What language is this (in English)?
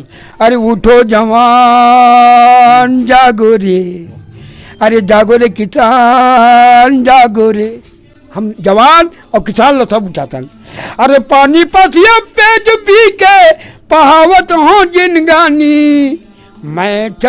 Chhattisgarhi